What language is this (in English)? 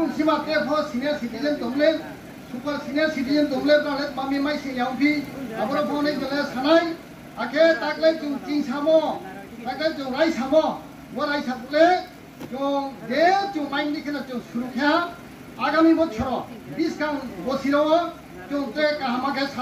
Riang (India)